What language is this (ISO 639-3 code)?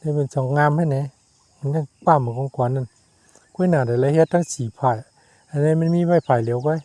shn